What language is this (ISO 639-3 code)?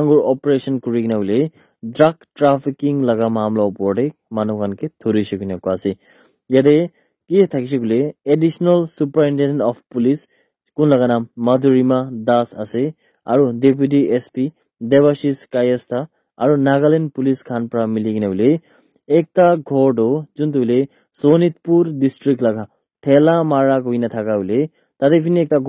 nag